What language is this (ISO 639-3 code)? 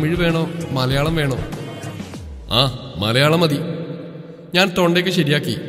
mal